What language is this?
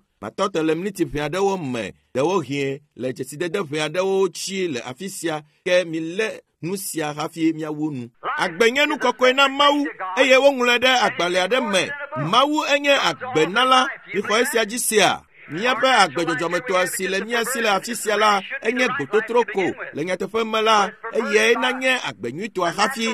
Ewe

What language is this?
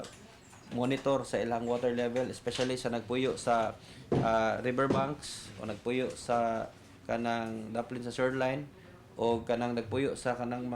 Cebuano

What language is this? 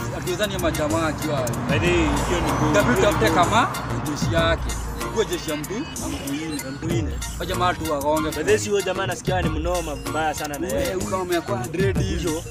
Swahili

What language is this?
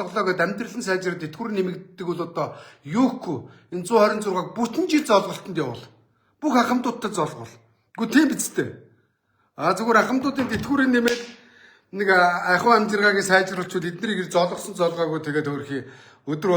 Mongolian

